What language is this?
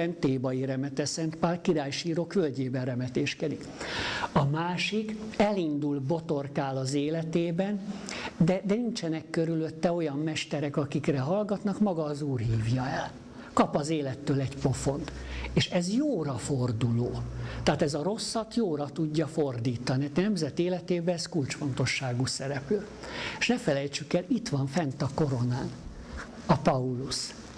Hungarian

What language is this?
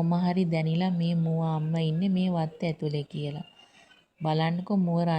Sinhala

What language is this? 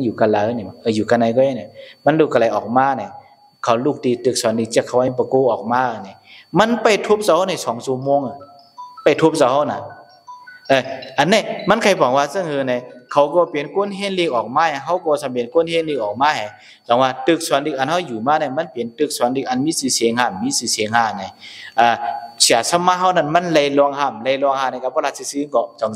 Shan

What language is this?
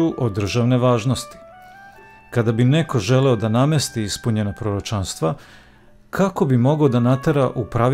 Serbian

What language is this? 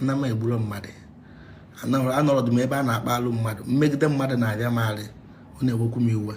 Igbo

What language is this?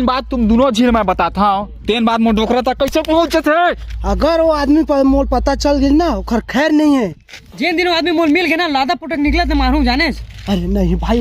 Chhattisgarhi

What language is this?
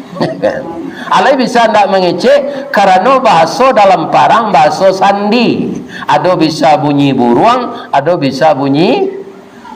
Minangkabau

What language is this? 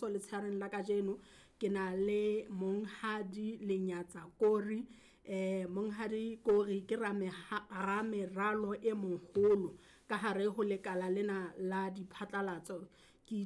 Southern Sotho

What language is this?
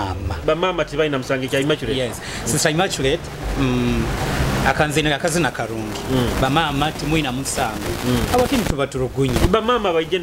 Nyoro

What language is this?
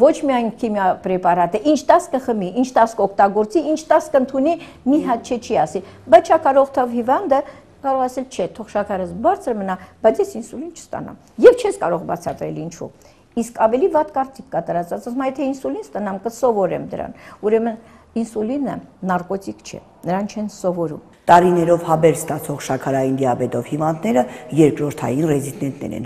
Armenian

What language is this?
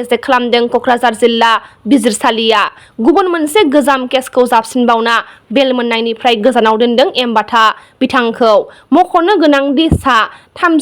Bodo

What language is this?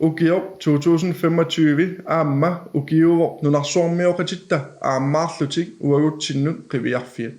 Kalaallisut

